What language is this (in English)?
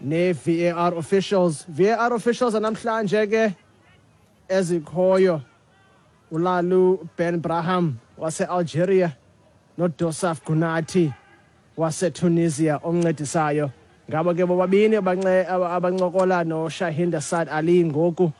Xhosa